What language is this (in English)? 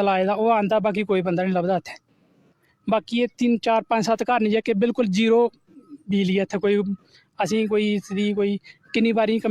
Dogri